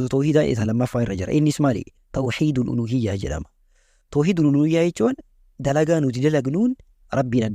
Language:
Oromo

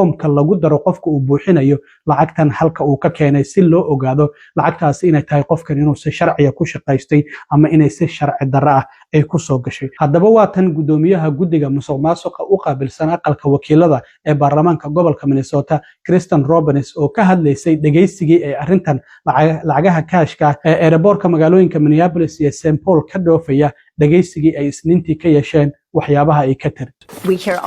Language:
Somali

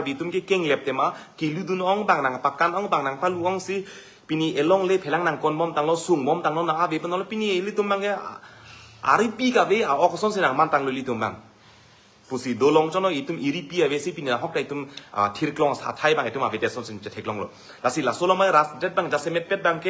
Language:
Karbi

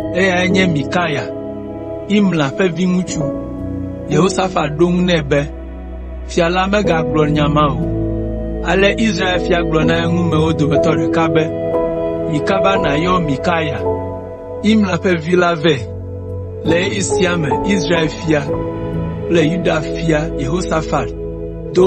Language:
Ewe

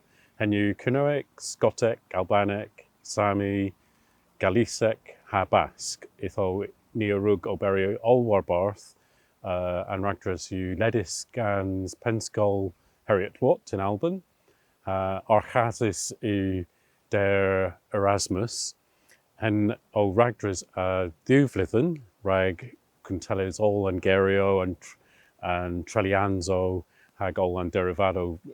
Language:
Cornish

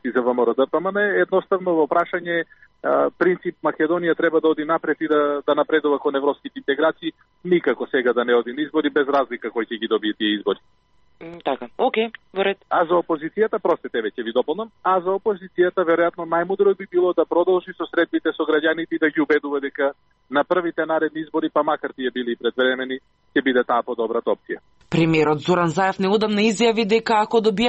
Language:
Macedonian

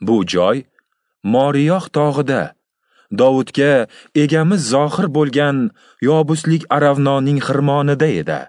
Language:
Uzbek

